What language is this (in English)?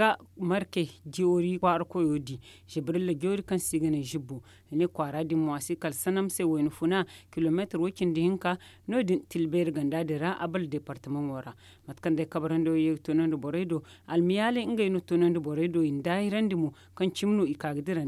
Zarma